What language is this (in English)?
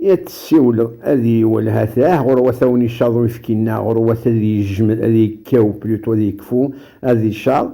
Kabyle